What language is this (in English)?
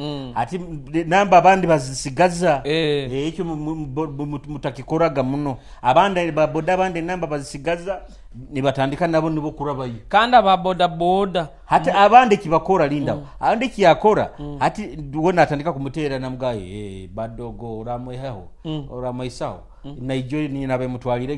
Nyoro